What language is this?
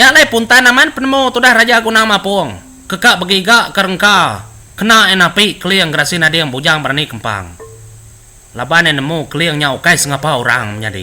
Iban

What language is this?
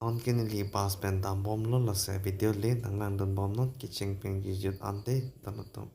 Karbi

